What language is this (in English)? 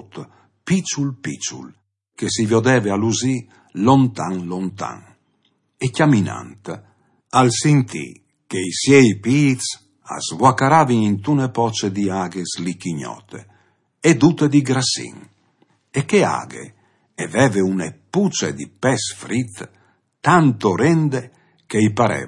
Friulian